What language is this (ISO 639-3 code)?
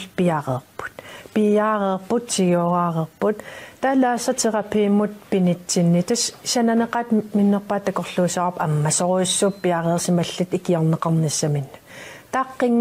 kal